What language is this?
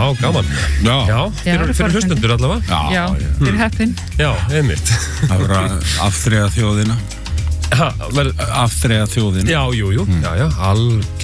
Icelandic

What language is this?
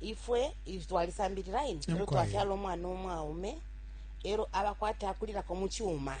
Bemba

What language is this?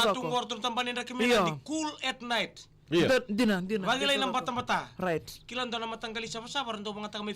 Fijian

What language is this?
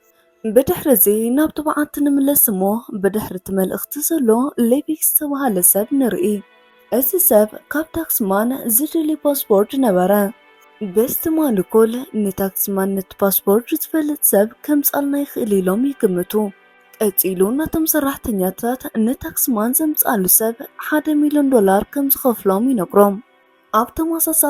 Tigrinya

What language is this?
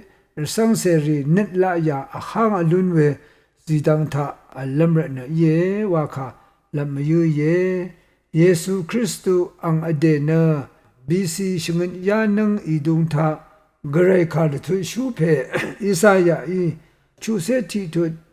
Rawang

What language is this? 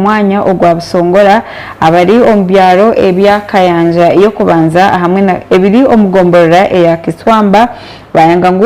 Nyankole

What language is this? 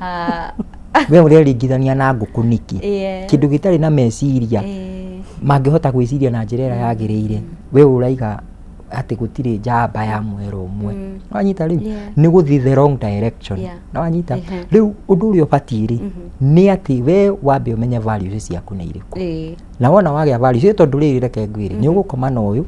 Kikuyu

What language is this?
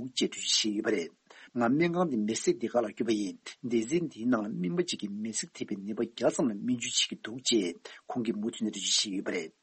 Tibetan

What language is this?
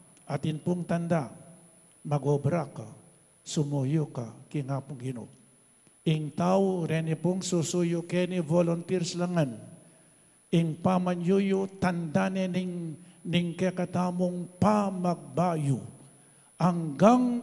Pampanga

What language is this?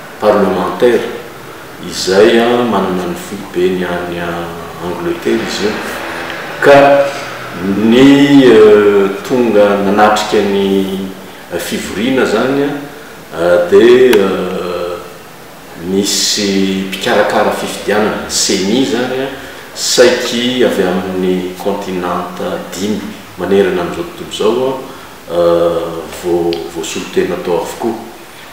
Malagasy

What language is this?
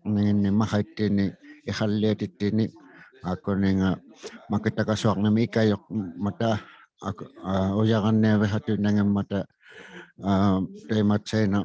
Inuktitut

